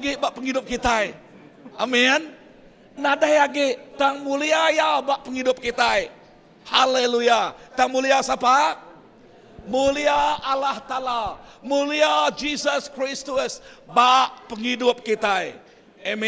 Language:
Iban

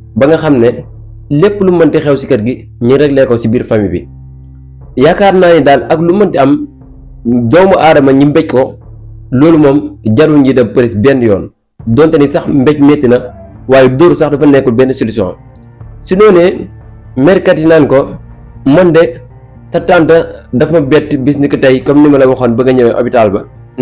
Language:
Wolof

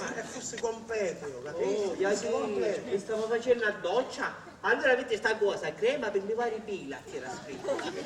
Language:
Sicilian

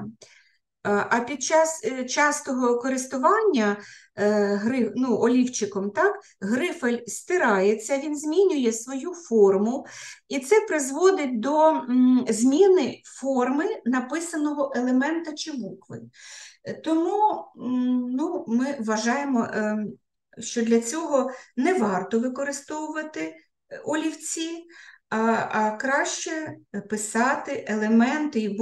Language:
Ukrainian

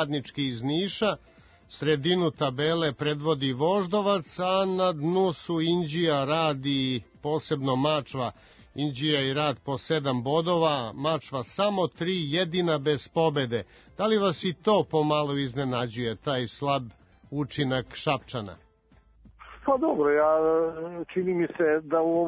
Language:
Serbian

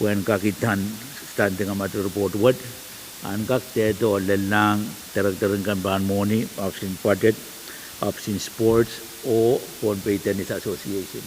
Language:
Pohnpeian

